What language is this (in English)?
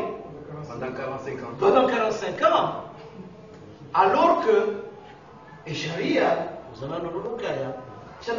Swahili